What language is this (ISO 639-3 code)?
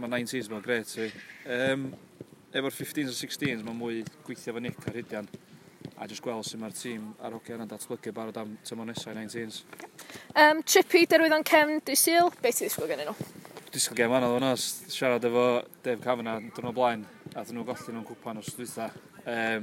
cym